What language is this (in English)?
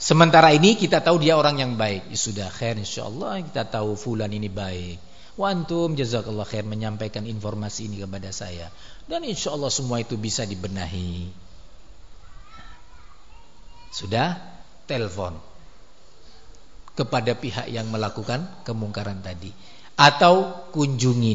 Indonesian